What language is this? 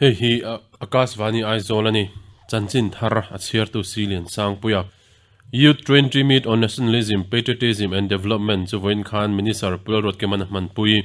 Mizo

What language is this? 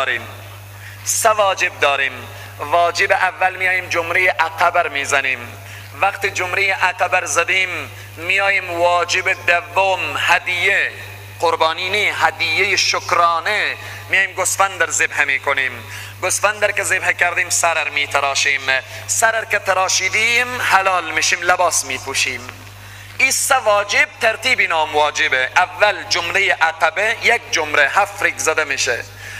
Persian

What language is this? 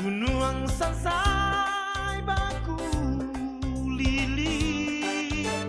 Minangkabau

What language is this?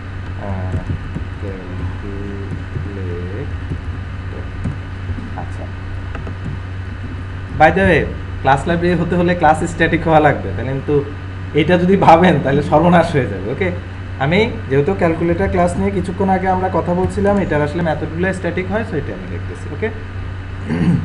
Bangla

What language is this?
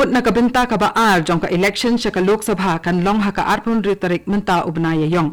Khasi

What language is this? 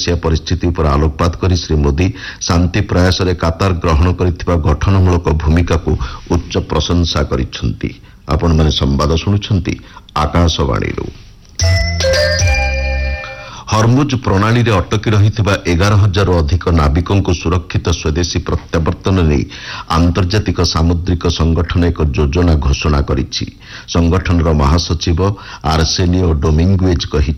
Odia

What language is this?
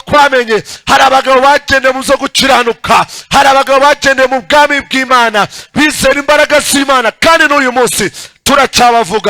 Kinyarwanda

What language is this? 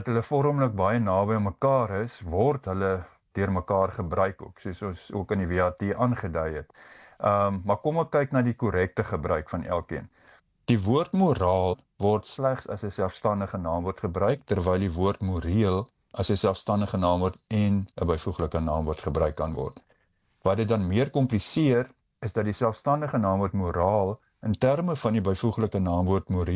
Afrikaans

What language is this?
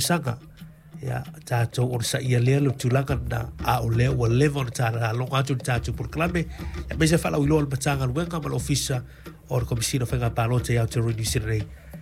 Samoan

